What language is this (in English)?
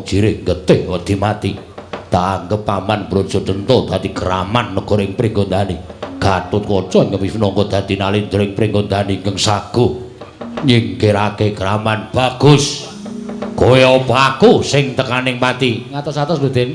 Javanese